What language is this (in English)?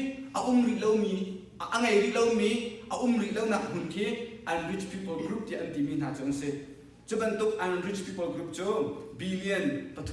Hakha Chin